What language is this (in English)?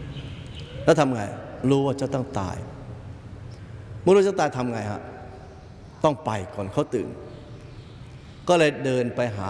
Thai